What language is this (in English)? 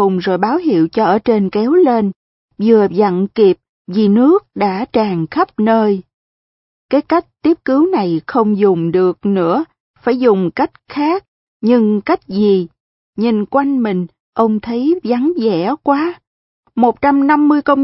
Vietnamese